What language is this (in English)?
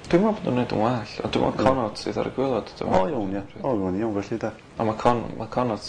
Welsh